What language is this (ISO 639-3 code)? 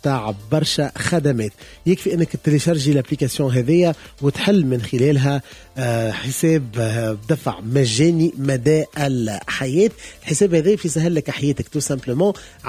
aeb